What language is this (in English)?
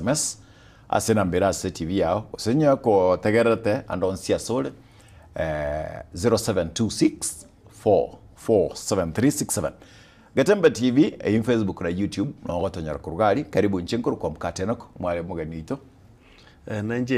Gusii